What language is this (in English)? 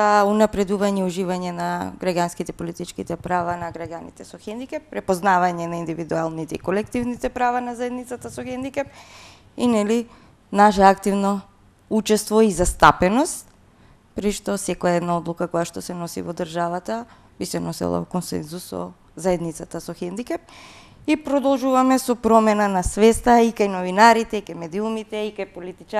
Macedonian